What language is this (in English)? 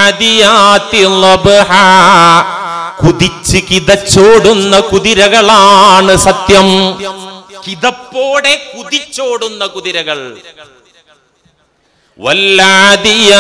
Malayalam